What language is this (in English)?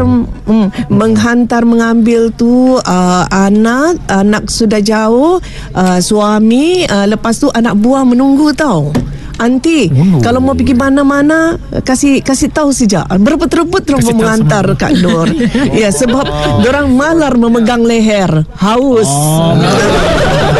Malay